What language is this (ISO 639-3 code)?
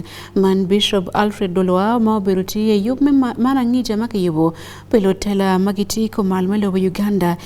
ach